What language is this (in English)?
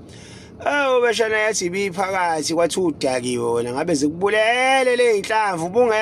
Zulu